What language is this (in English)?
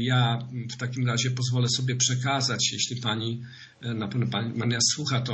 Polish